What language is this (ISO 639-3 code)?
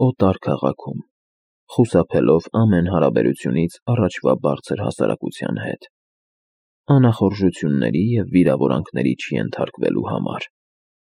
hye